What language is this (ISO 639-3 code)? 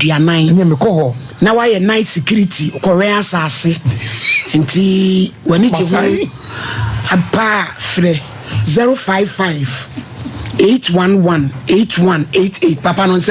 aka